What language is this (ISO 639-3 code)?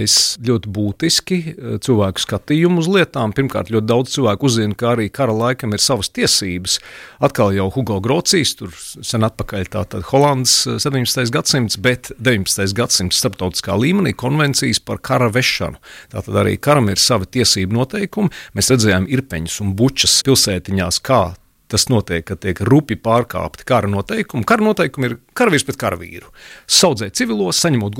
lav